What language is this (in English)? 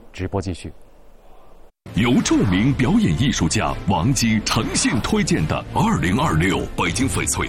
Chinese